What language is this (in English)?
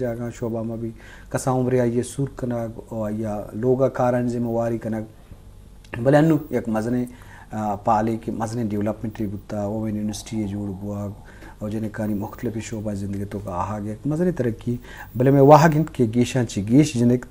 Eastern Balochi